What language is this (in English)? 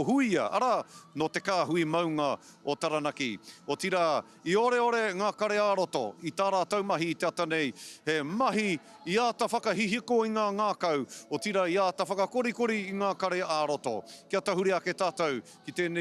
Māori